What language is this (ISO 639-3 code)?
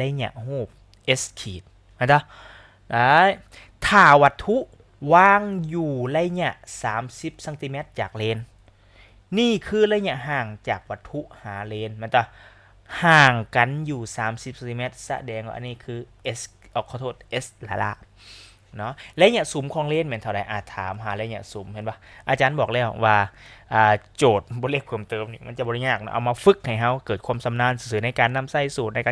lao